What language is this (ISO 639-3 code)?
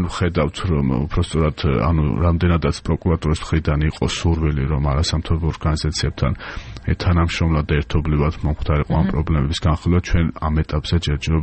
kat